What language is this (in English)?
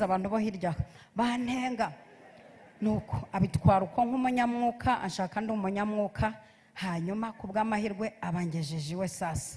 Kinyarwanda